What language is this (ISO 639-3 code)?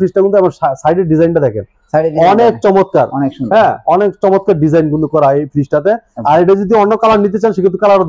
ben